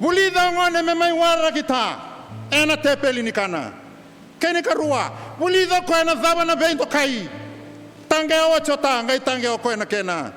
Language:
Fijian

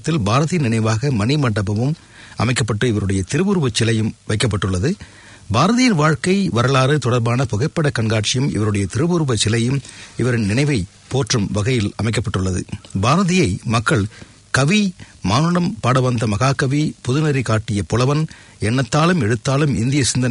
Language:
Tamil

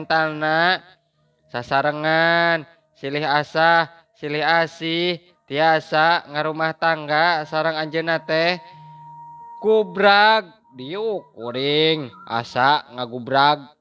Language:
Sundanese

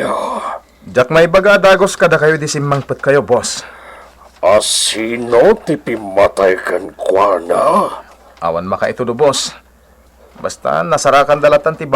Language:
Iloko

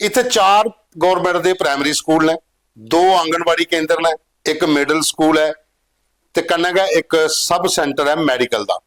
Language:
Dogri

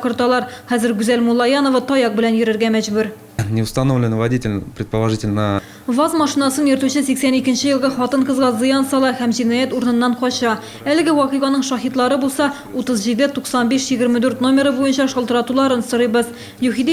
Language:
Tatar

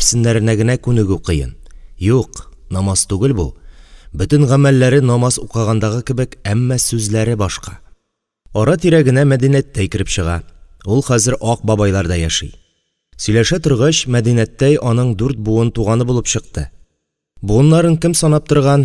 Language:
Tatar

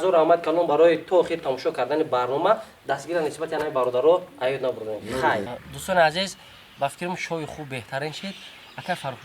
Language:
Tajik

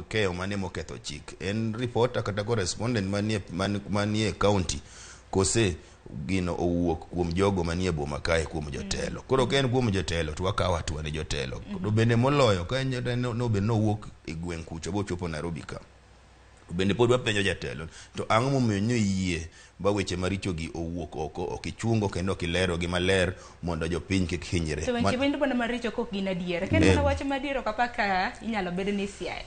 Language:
Luo (Kenya and Tanzania)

